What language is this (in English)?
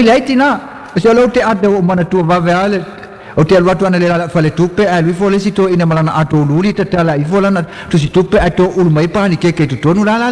Samoan